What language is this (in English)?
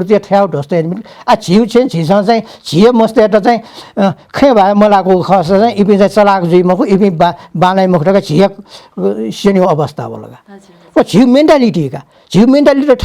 Newari